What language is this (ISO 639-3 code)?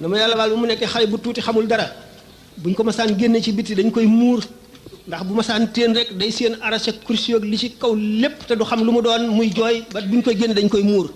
wol